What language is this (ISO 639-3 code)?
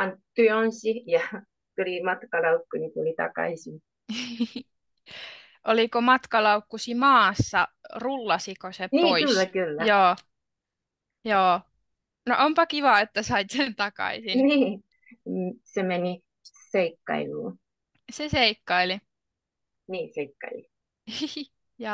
fin